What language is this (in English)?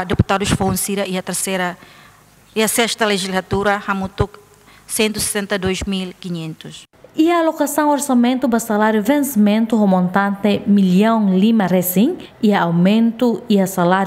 Tetum